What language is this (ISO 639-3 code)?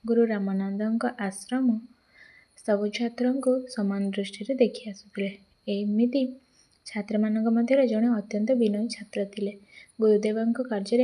ori